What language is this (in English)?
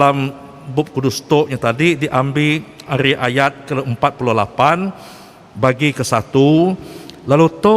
Iban